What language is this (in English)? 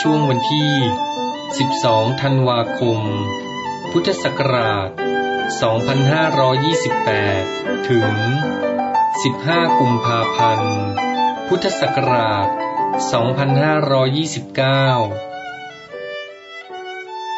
Thai